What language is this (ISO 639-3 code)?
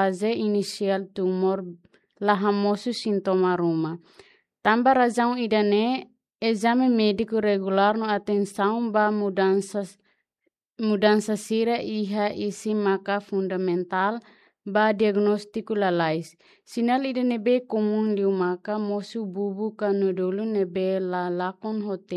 tet